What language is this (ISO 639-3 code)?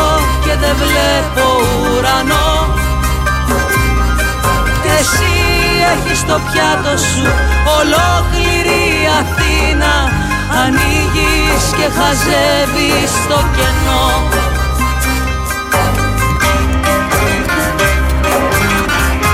ell